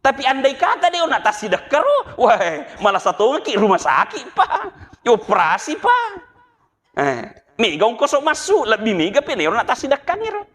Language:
Buginese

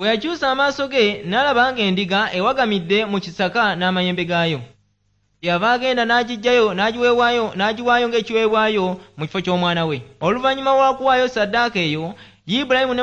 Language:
Ganda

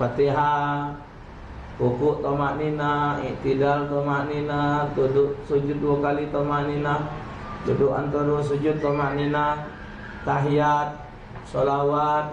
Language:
Musi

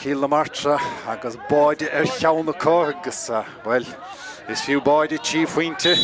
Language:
Irish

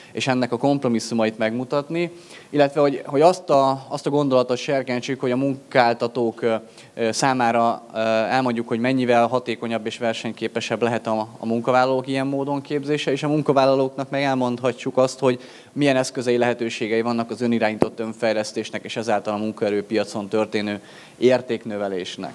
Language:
Hungarian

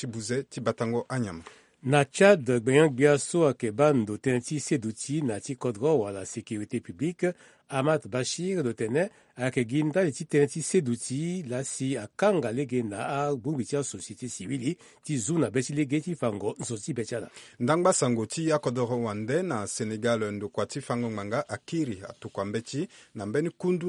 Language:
Sango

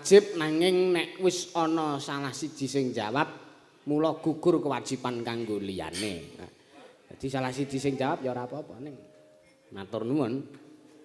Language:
Javanese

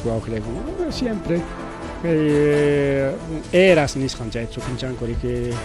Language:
Ayacucho Quechua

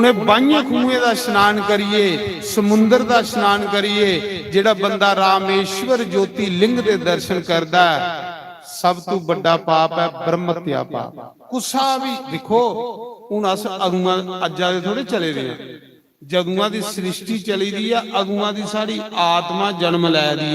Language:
Dogri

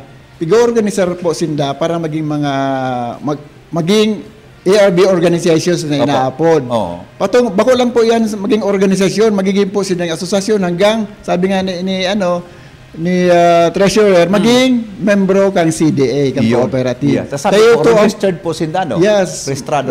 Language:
Bikol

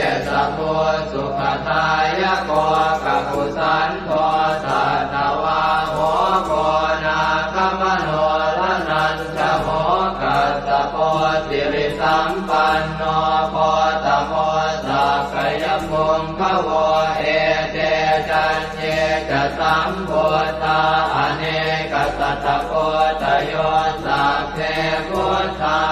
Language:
Pali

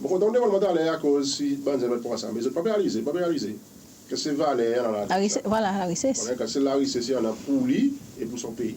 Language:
Seselwa Creole French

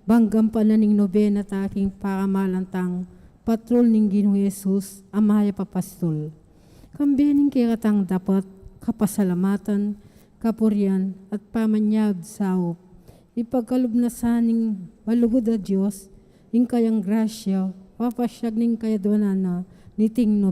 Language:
Pampanga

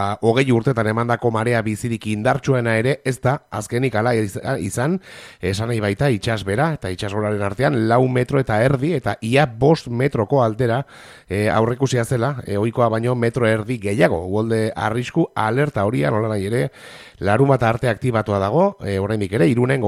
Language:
Basque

